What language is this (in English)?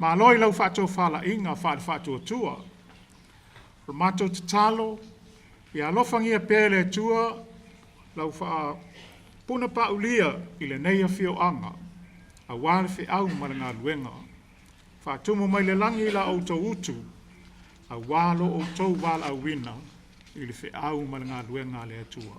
Samoan